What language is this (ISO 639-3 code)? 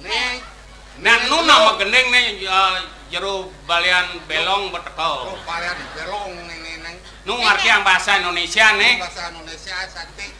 ban